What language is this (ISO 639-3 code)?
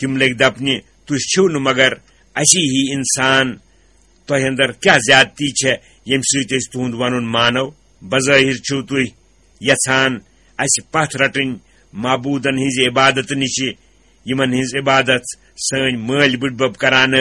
kas